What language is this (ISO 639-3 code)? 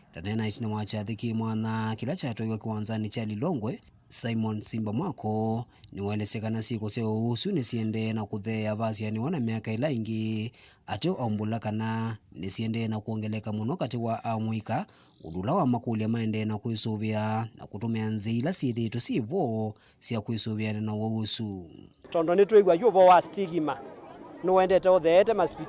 kam